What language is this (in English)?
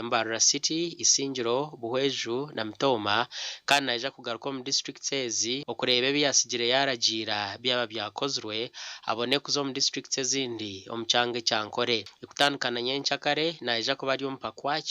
Nyankole